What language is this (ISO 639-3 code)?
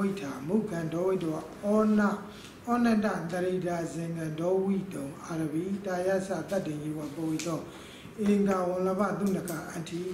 mya